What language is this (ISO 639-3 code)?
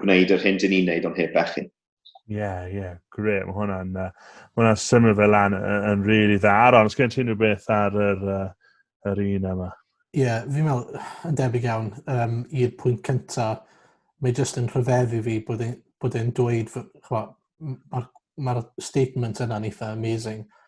cym